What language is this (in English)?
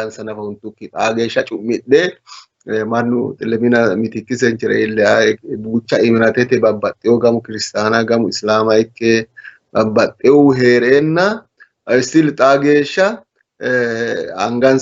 Sidamo